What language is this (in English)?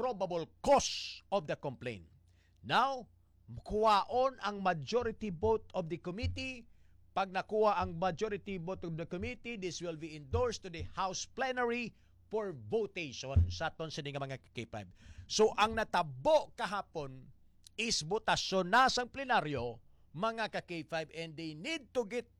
Hiligaynon